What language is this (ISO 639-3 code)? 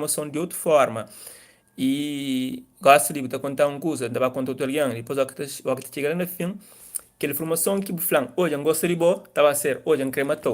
kea